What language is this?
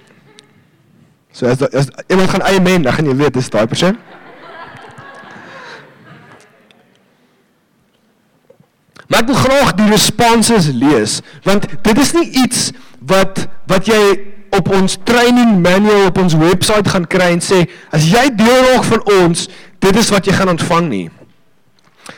Afrikaans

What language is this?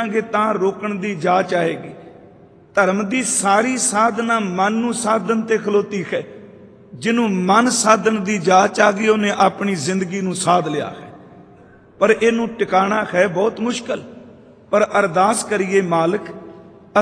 Punjabi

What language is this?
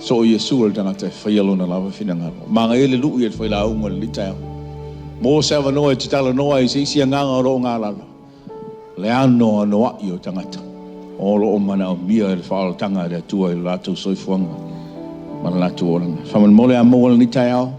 Samoan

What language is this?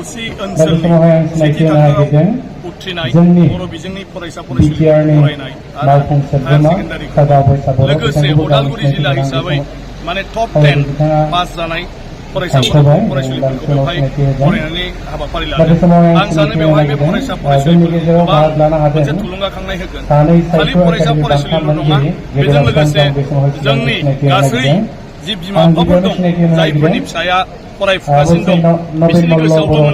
Bodo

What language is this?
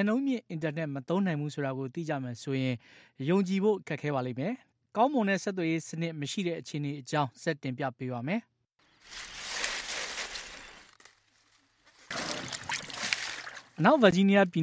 Burmese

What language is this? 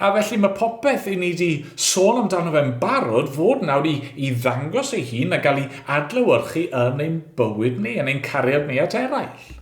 Welsh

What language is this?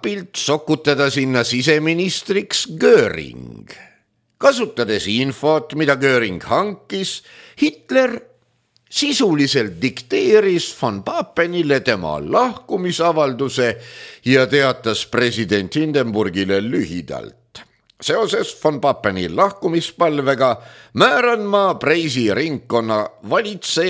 Estonian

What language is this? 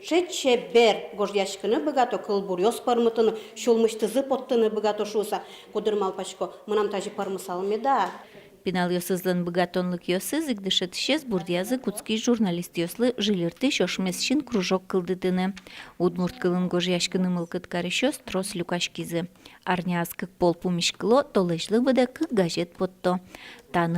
Udmurt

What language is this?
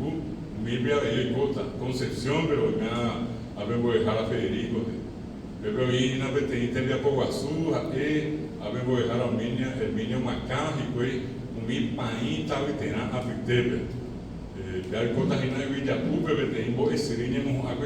Guarani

